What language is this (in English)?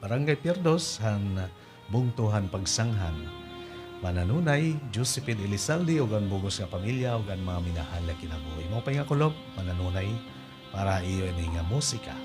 Waray